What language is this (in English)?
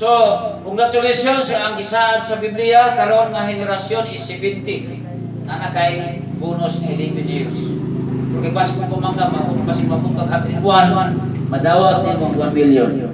Cebuano